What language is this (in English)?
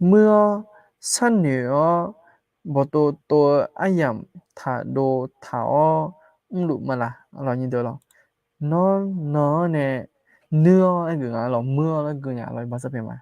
Akha